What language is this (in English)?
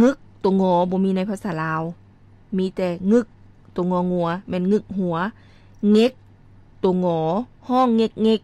Lao